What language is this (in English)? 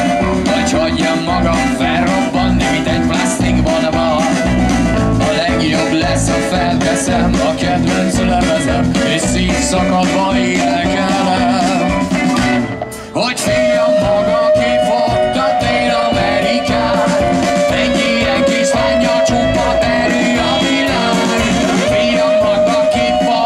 Hungarian